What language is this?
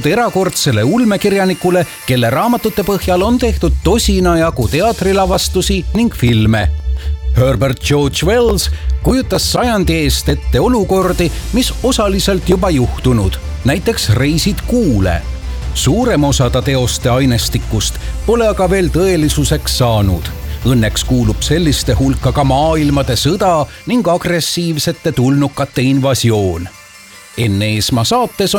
Estonian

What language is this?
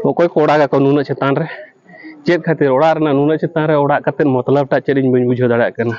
Santali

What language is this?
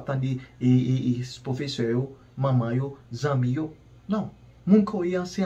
Haitian Creole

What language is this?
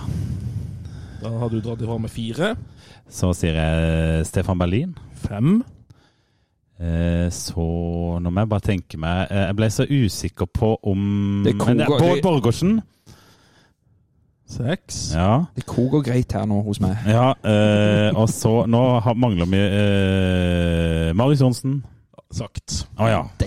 Norwegian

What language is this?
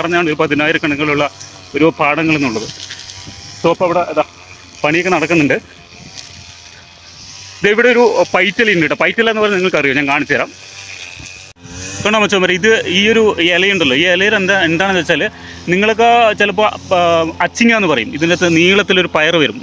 Malayalam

